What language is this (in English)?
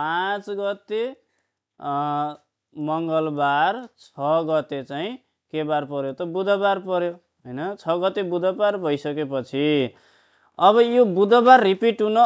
Nepali